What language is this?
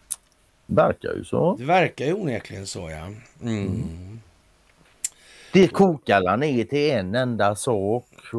Swedish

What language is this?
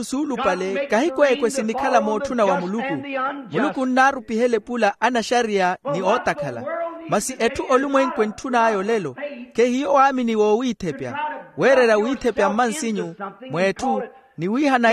Makhuwa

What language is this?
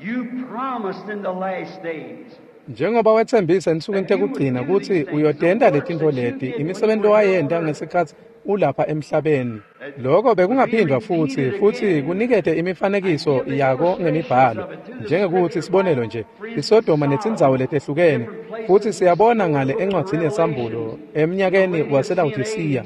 Swati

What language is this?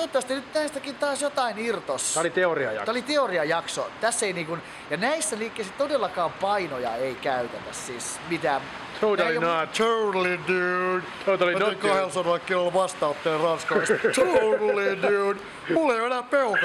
Finnish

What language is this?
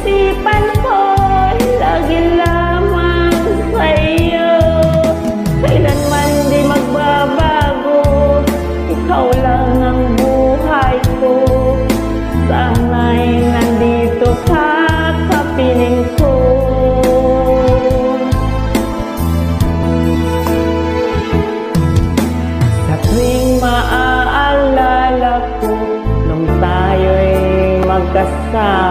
Filipino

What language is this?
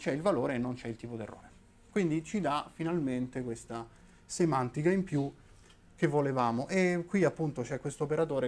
Italian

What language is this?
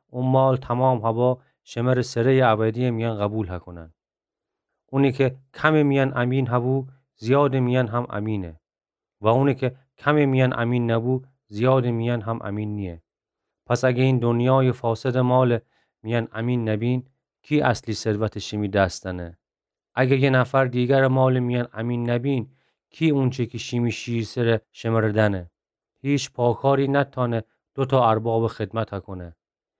Gilaki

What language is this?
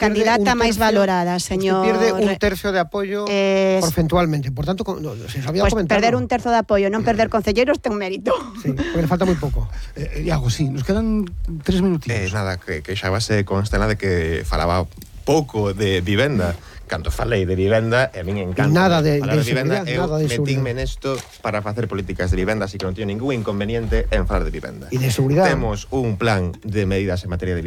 Galician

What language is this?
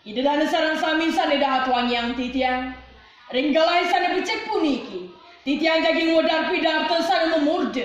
Balinese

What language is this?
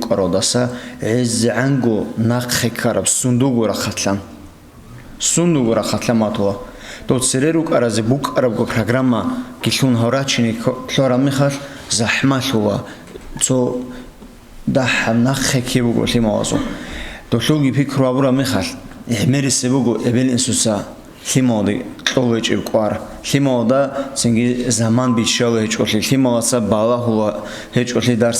Avaric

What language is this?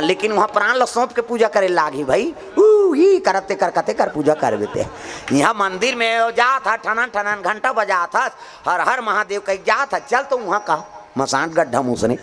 Chhattisgarhi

